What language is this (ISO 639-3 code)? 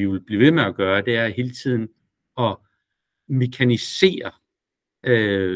dan